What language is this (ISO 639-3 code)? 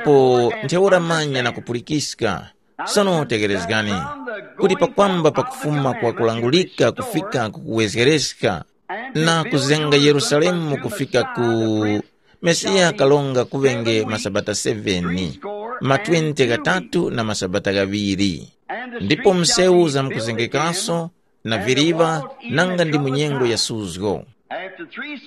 tum